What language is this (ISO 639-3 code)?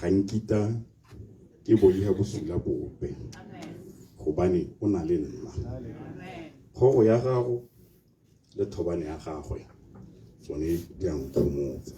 tsn